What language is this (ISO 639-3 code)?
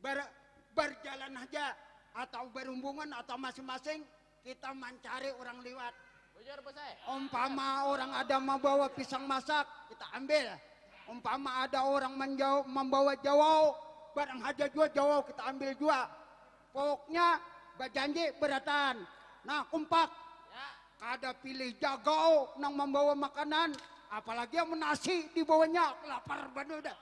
bjn